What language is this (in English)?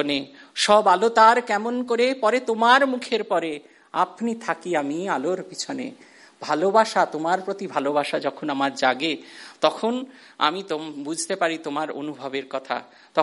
Bangla